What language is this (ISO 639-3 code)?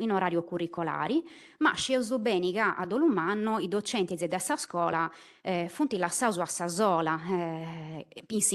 srd